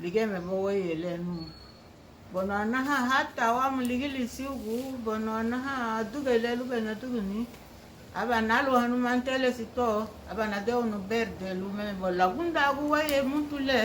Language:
Garifuna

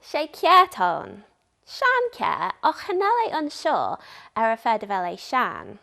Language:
Manx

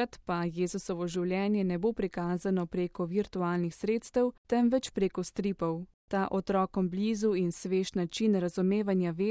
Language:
Slovenian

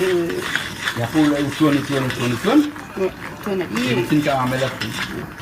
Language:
Réunion Creole French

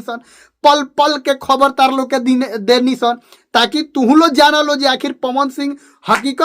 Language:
Bhojpuri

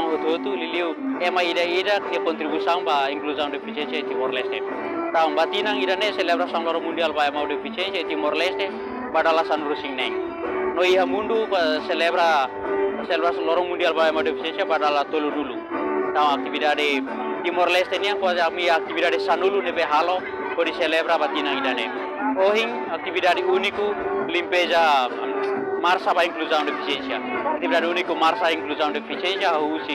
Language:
Tetum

